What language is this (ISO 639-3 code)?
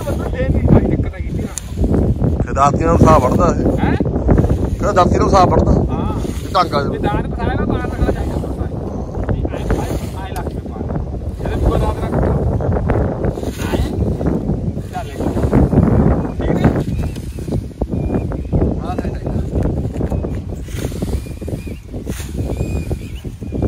pan